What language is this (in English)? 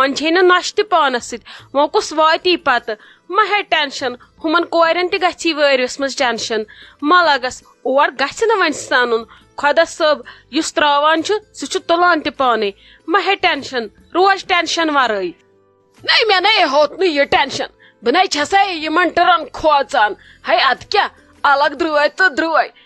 Kashmiri